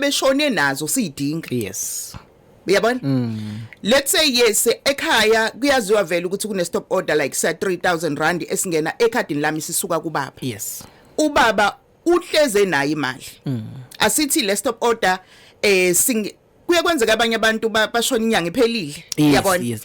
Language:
Zulu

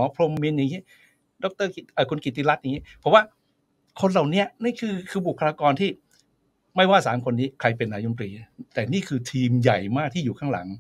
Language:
Thai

